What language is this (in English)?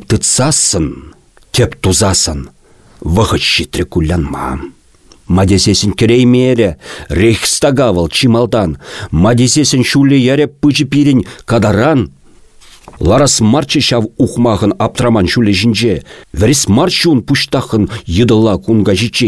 Chuvash